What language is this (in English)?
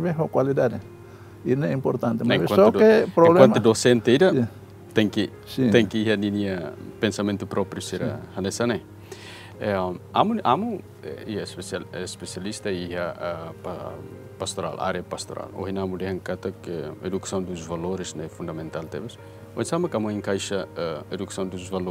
Tetum